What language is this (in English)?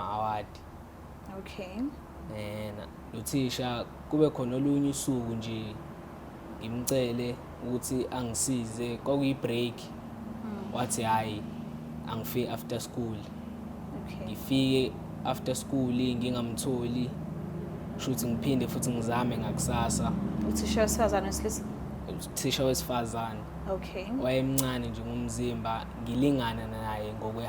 Zulu